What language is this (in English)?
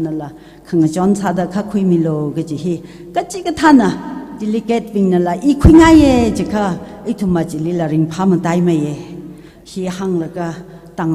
Tangkhul Naga (India)